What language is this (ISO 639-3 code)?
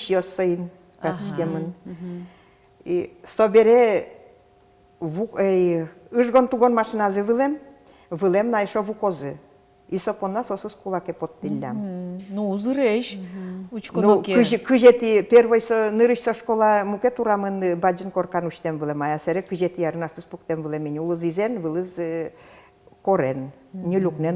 udm